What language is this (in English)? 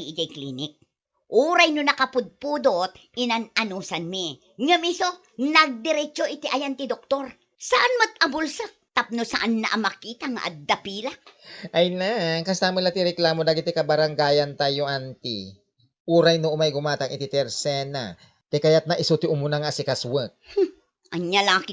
Iloko